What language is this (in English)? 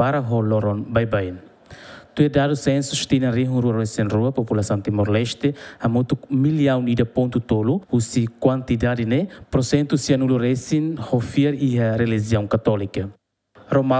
Tetum